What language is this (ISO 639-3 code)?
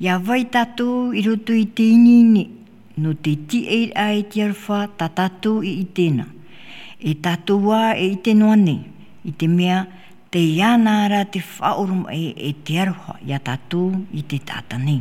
tah